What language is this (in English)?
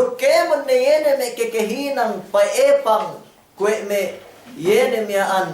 Yakan